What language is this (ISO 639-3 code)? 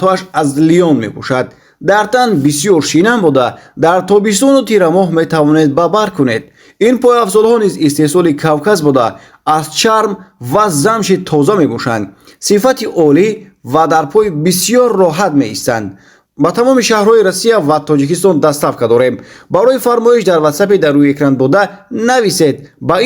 tgk